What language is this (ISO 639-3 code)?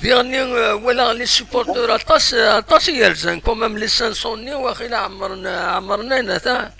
kab